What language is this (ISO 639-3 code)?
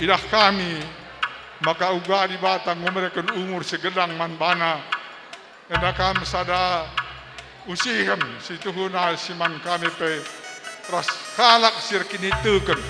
btx